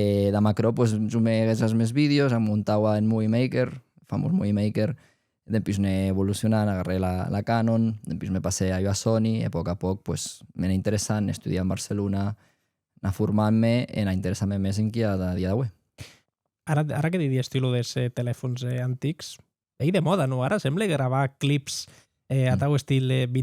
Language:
Occitan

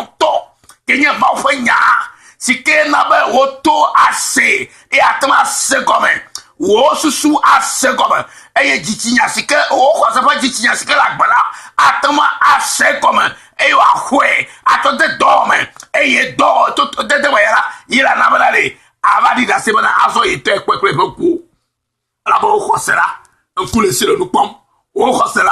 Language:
Ewe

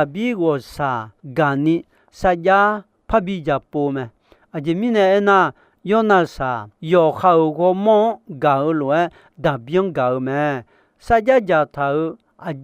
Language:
Akha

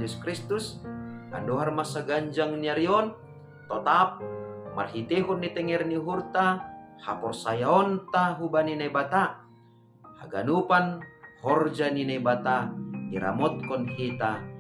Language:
Batak Simalungun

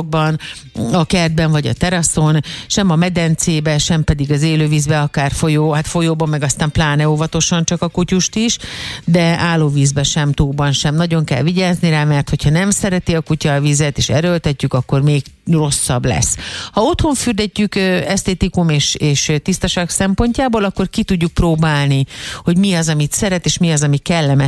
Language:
Hungarian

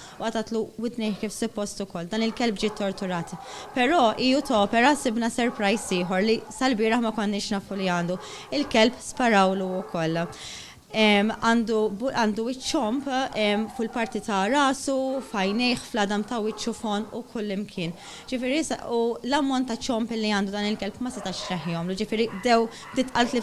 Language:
Maltese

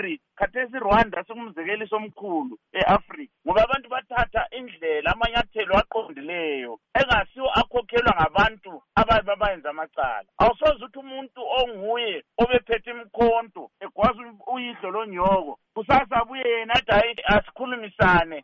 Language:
North Ndebele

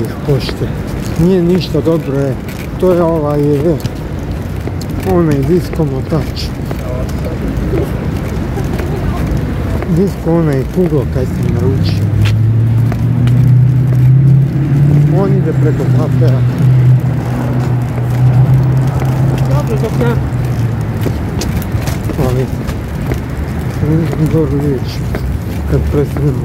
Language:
Croatian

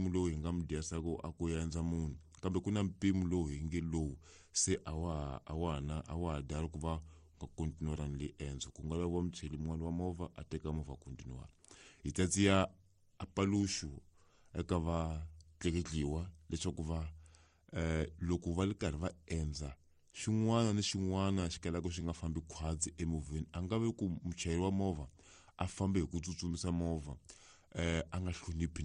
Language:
Tsonga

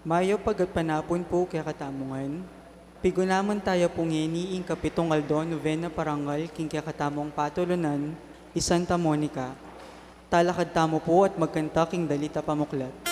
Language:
Pampanga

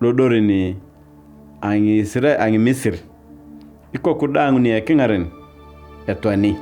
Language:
Turkana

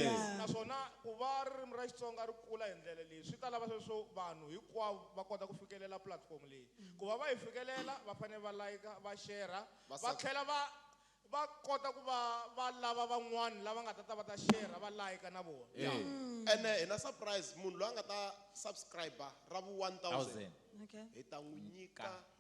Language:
Tsonga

